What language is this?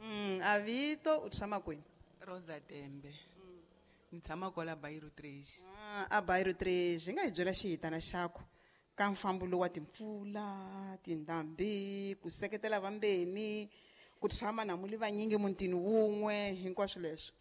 Tsonga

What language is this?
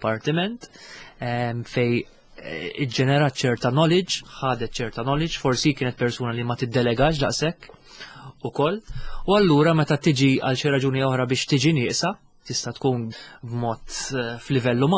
Maltese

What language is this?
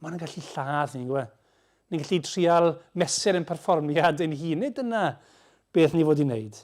Welsh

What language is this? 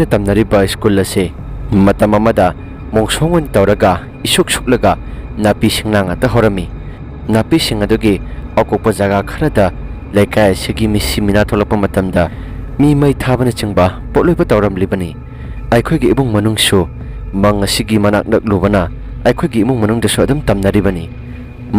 Manipuri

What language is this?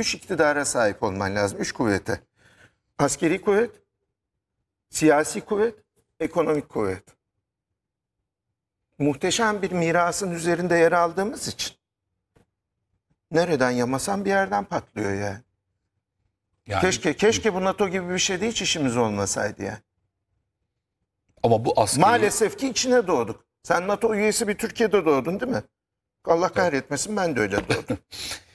Turkish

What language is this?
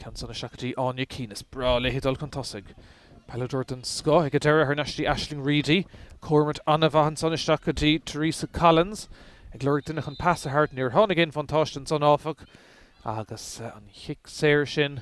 Irish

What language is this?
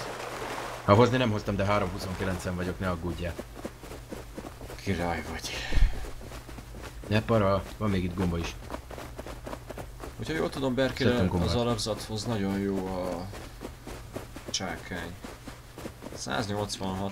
Hungarian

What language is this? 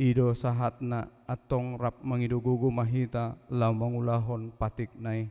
Batak Toba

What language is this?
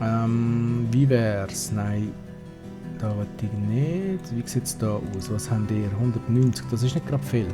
Swiss German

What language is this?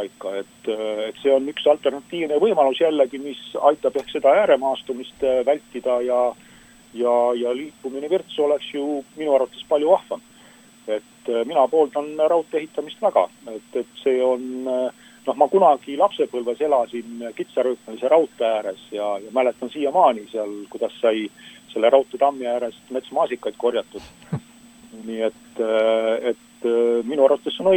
Estonian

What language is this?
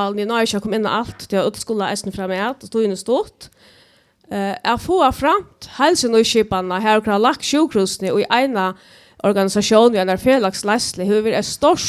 Faroese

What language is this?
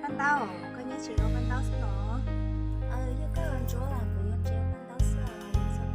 Hmong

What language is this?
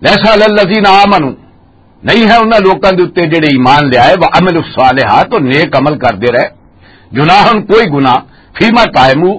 Western Panjabi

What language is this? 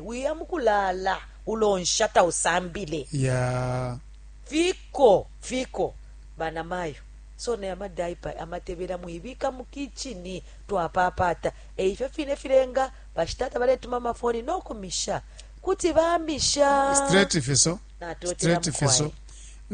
Bemba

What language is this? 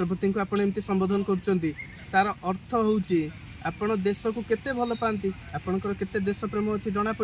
Odia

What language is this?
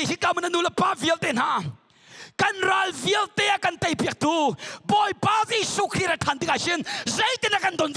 Hakha Chin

